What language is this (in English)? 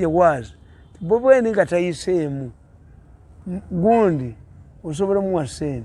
Ganda